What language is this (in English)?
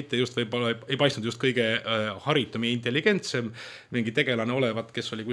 Estonian